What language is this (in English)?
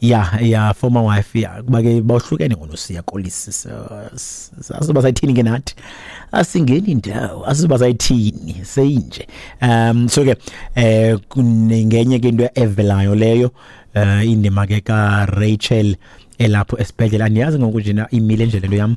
Xhosa